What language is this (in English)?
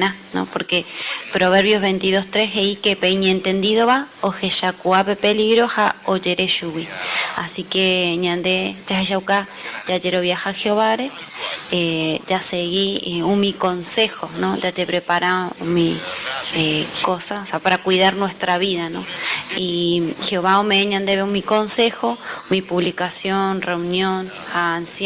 Guarani